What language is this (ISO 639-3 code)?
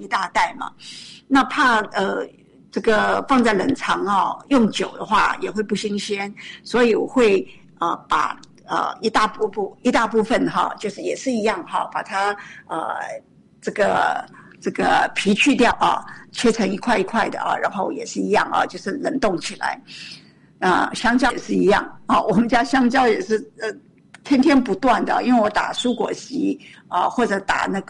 zho